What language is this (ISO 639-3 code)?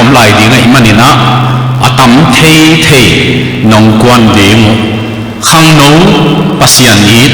ctd